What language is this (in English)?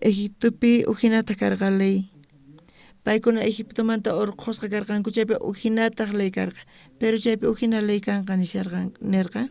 South Bolivian Quechua